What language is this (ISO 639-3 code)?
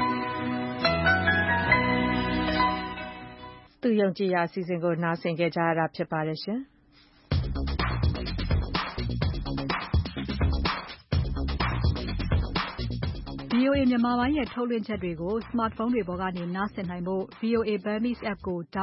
mya